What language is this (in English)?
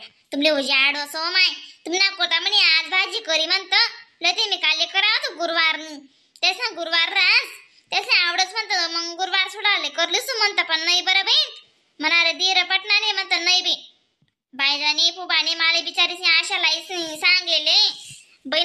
Khandesi